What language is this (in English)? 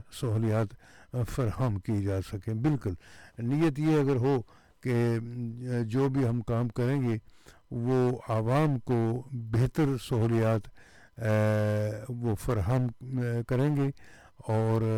Urdu